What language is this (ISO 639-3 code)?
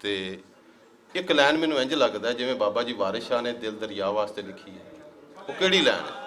lah